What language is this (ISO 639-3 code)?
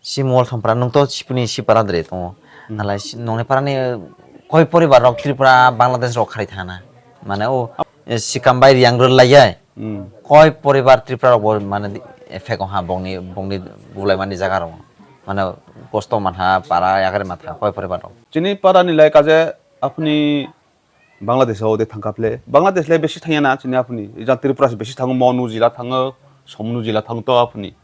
trp